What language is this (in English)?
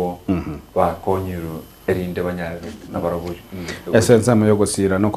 Gusii